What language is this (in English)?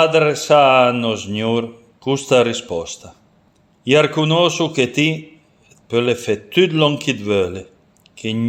Piedmontese